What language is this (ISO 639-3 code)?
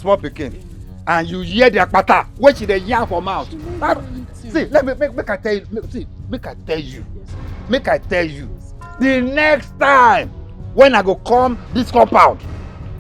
pcm